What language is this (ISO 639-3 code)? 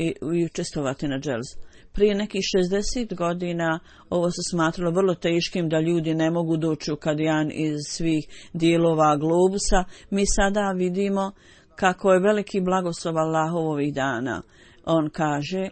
bos